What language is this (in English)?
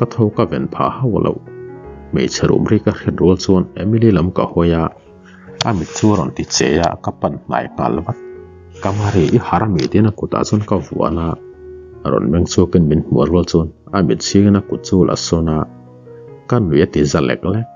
Mizo